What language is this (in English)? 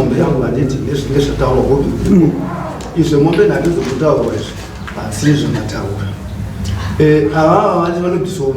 Shona